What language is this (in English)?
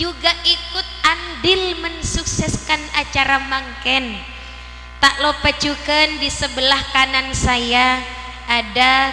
Madurese